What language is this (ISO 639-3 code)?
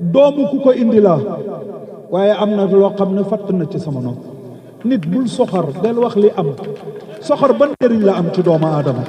wol